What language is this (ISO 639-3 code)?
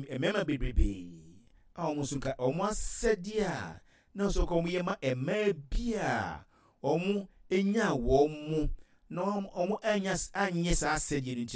aka